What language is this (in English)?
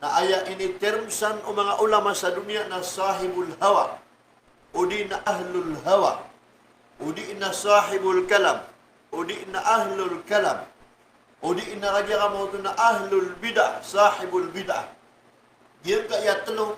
Maranao